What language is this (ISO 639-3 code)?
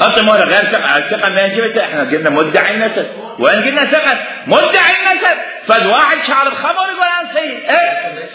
acm